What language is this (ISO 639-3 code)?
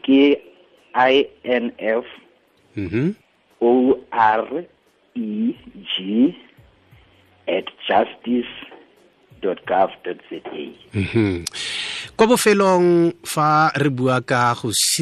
sot